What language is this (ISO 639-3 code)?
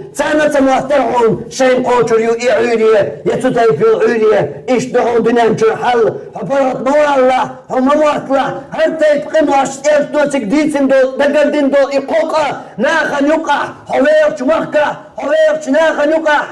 che